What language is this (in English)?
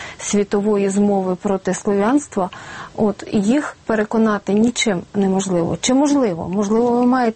Ukrainian